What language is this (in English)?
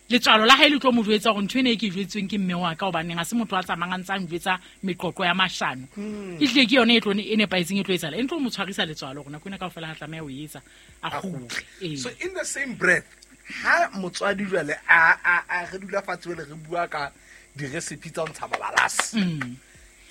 Southern Sotho